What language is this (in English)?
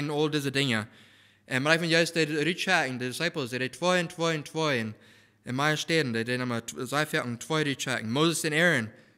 Plautdietsch